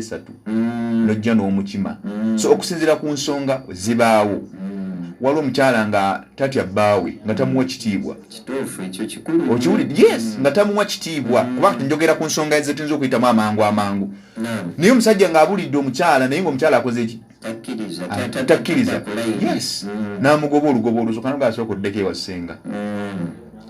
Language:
Ganda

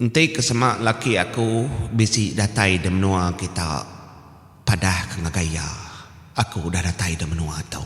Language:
Iban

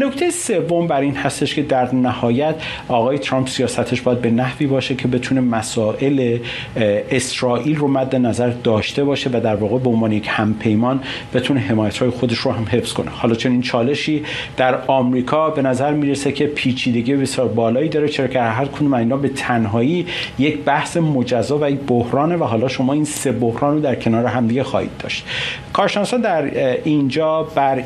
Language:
Persian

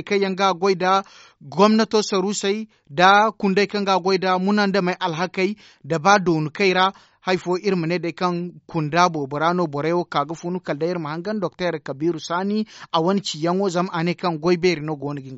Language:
Zarma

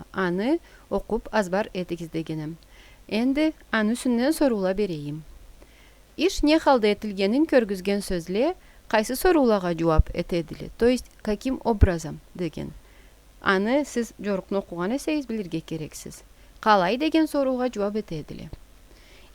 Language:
Karachay-Balkar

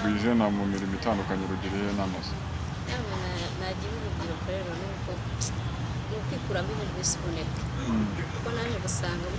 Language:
Kinyarwanda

